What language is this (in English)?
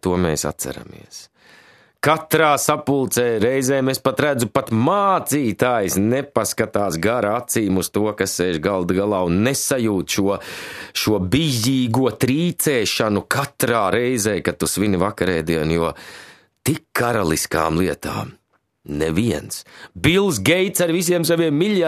Latvian